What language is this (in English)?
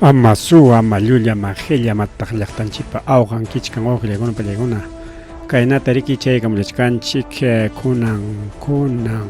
Ayacucho Quechua